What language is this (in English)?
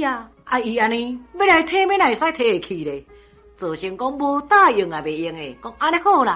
Min Nan Chinese